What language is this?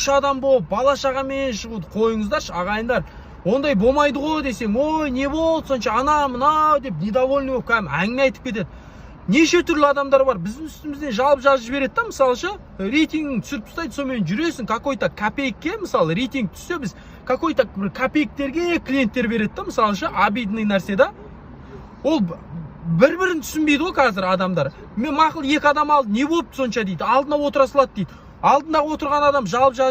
Kazakh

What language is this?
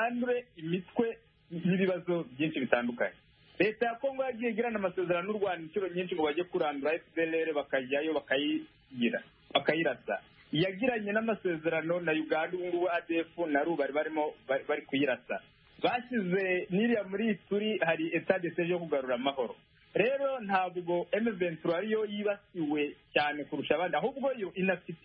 Kinyarwanda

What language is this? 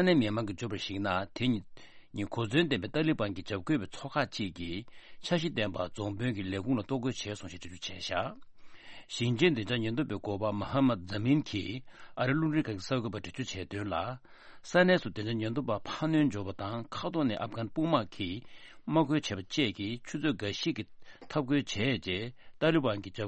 Tibetan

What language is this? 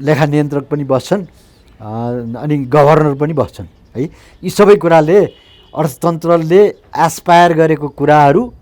Nepali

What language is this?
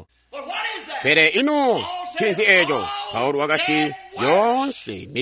Tonga (Zambia)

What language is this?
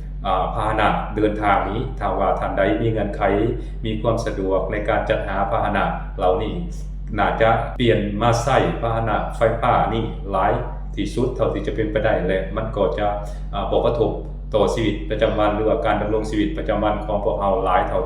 Lao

